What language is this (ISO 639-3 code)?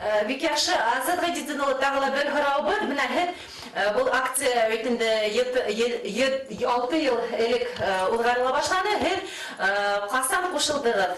bak